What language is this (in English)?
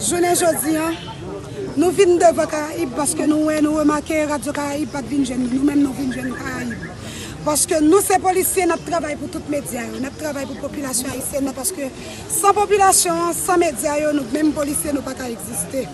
Haitian Creole